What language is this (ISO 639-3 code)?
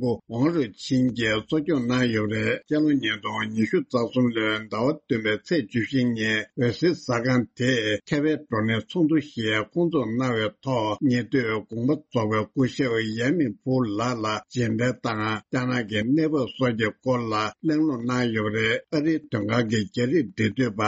bod